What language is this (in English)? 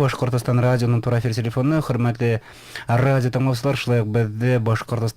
Bashkir